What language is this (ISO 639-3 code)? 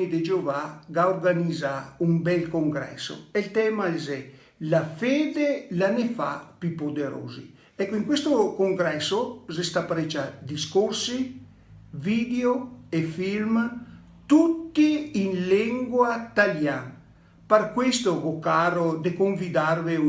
vec